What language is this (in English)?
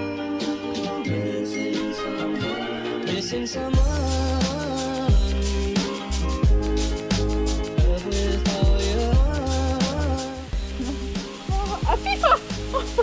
Slovak